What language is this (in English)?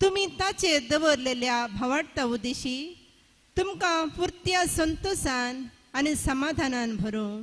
Konkani